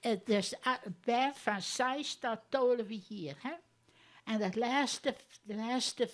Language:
Western Frisian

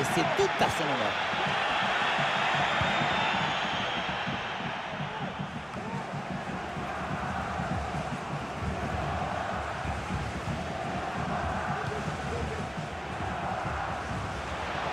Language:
French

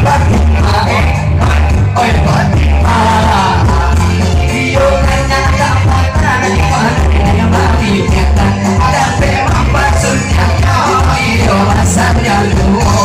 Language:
Minangkabau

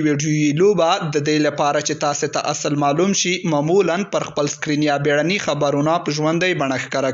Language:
Pashto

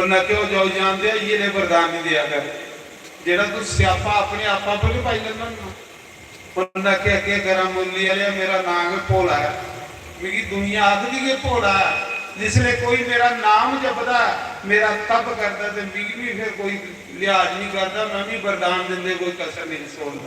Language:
Dogri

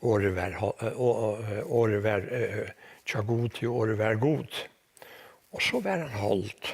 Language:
Faroese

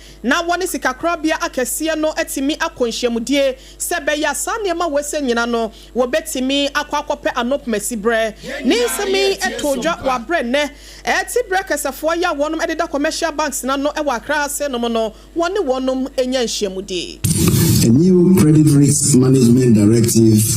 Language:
Akan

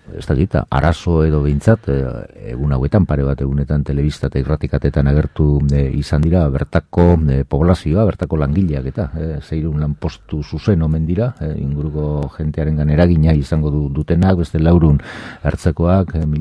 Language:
Basque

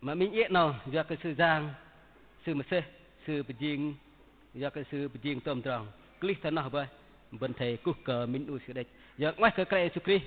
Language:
Bahnar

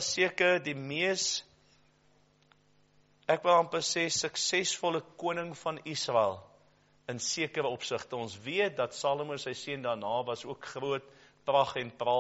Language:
Afrikaans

